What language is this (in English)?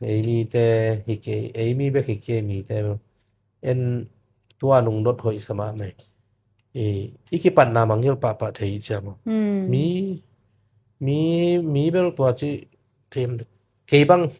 Tedim Chin